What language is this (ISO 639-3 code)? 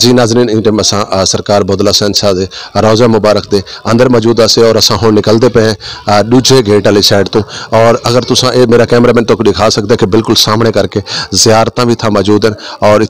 skr